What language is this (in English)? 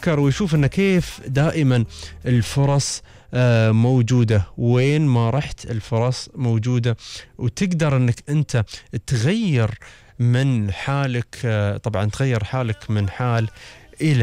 Gulf Arabic